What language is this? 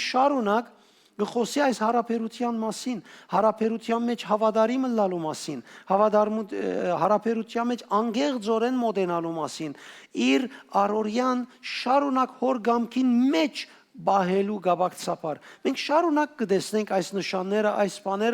Western Armenian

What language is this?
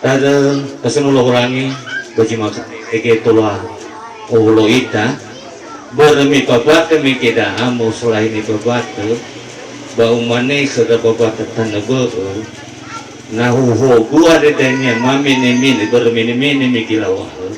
Nias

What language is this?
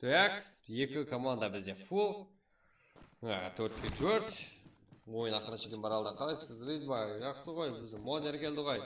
Kara-Kalpak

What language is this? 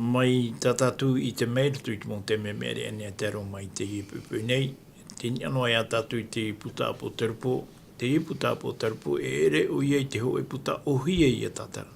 Tahitian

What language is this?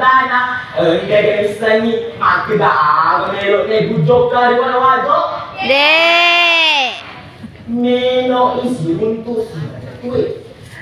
Buginese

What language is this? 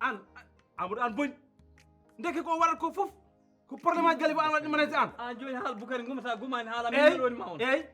Fula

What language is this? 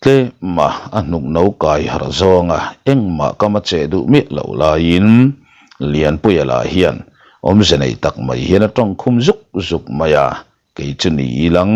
Mizo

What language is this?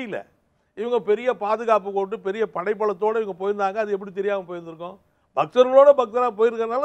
Tamil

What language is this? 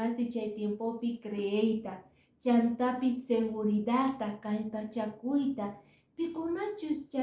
Quechua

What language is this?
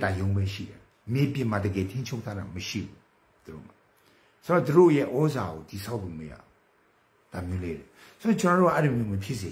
Burmese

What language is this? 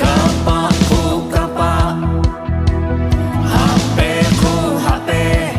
Lahu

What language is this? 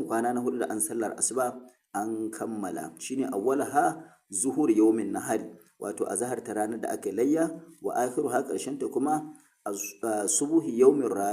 Hausa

